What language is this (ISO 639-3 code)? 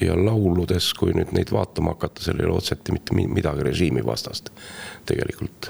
est